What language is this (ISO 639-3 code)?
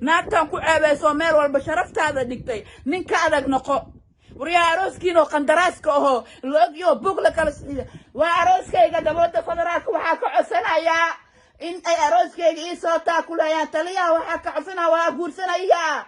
som